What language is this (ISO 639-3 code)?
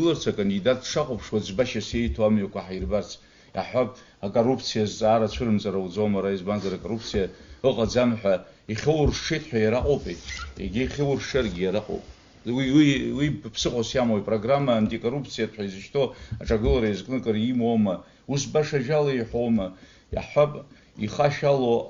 abk